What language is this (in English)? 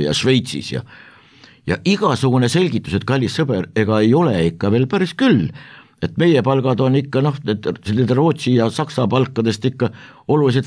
Estonian